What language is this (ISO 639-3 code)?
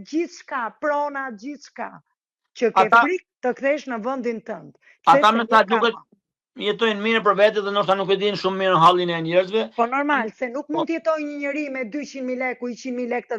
sqi